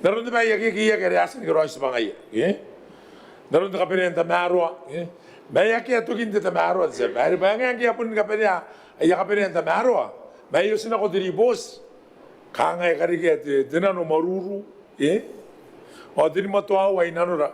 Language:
Gilbertese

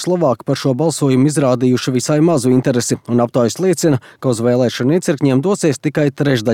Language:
Latvian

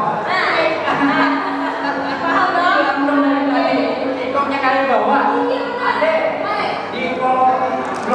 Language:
Betawi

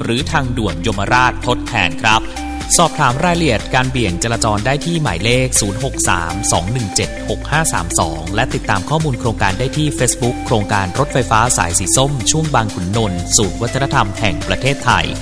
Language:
Thai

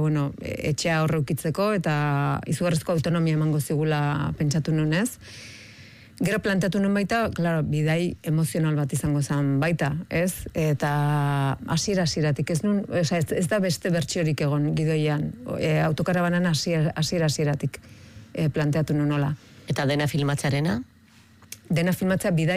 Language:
Basque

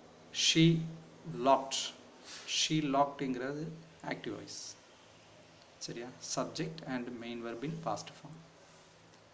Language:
Tamil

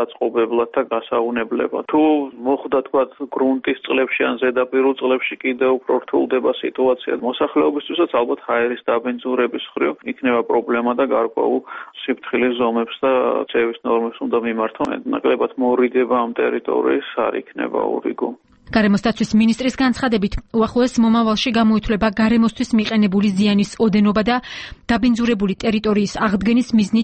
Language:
Georgian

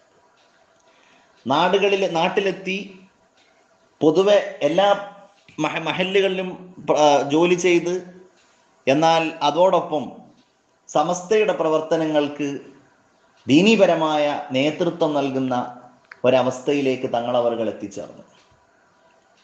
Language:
Malayalam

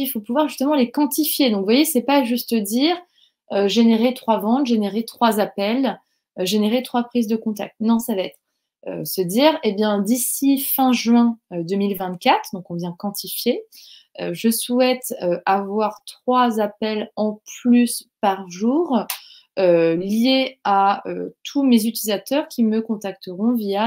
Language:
French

